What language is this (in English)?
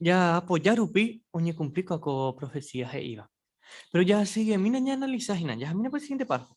Guarani